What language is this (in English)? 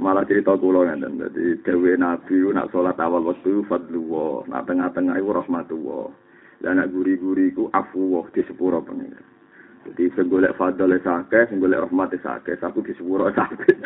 Javanese